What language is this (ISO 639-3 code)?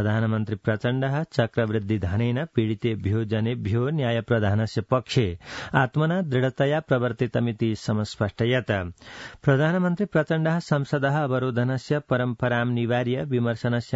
san